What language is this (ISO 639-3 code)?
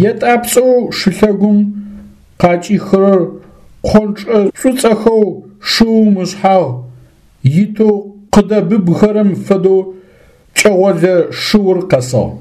ady